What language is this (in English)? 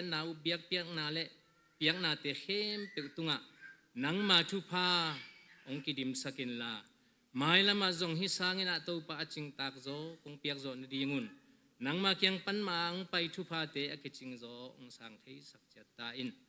Tedim Chin